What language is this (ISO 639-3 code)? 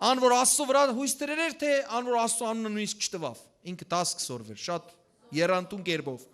hyw